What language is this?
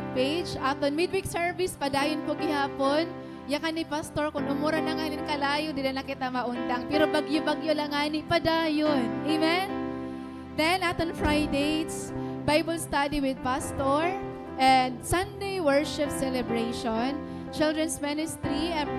Waray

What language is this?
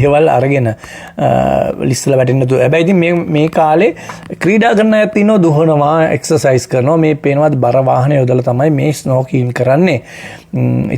Sinhala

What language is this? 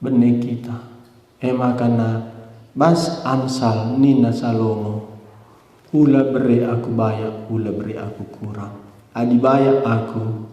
Batak Karo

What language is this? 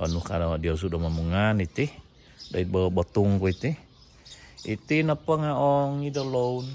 Central Dusun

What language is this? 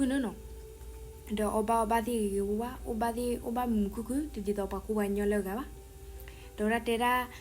S'gaw Karen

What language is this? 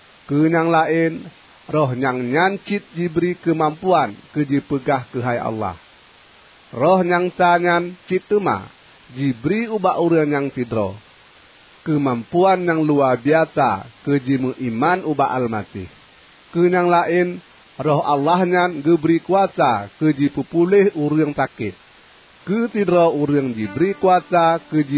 Achinese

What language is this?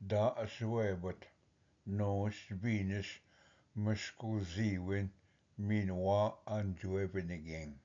Ojibwa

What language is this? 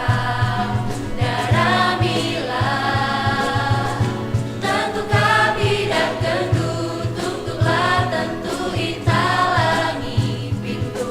Batak Karo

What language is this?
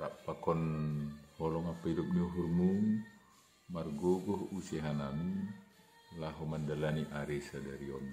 Batak Simalungun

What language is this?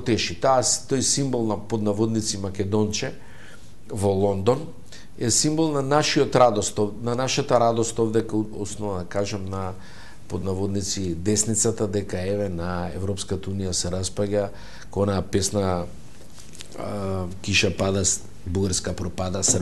Macedonian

